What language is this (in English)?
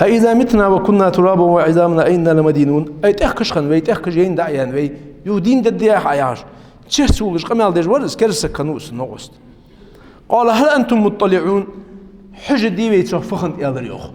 Ingush